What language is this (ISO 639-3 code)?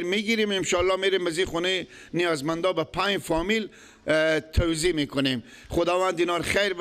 fas